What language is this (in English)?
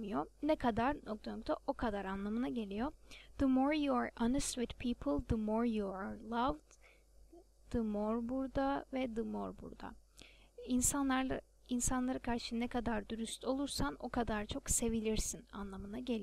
Turkish